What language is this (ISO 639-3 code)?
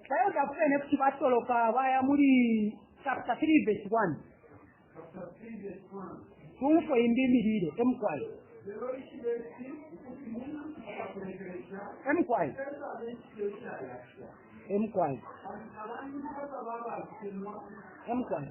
bem